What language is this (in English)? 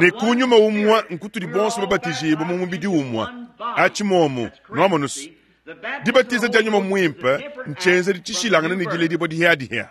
Luba-Lulua